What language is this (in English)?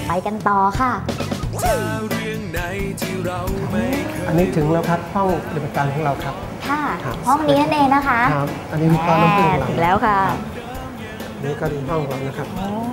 Thai